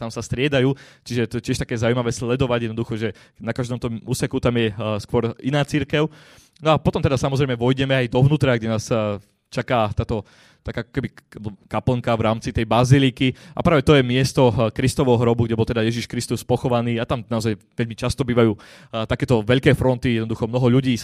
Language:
Slovak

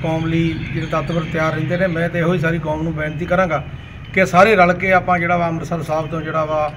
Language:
Punjabi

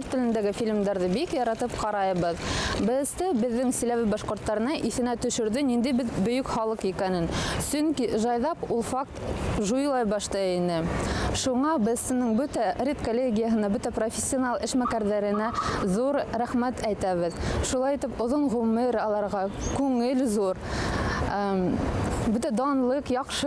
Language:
Bashkir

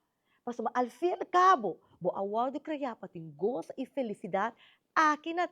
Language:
Papiamento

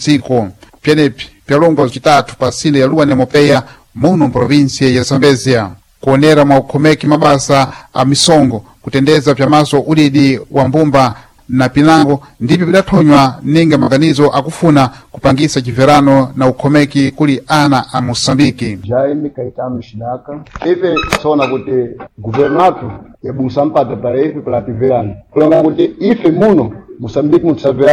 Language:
Sena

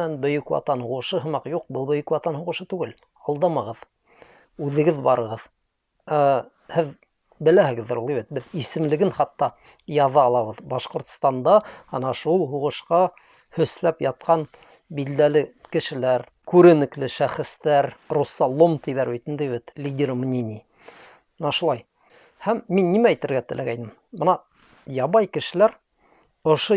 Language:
Bashkir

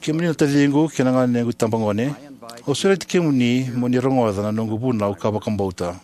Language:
Fijian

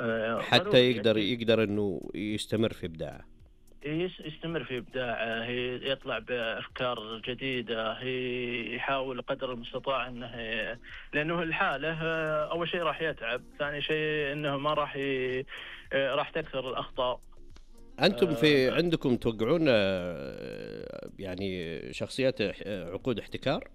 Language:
Najdi Arabic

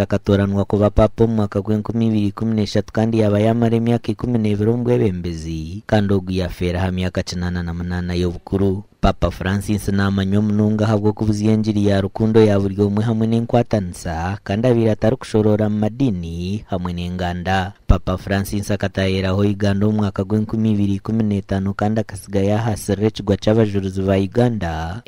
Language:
Nyankole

